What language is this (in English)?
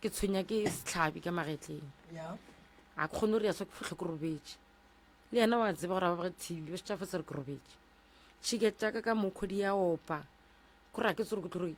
Northern Sotho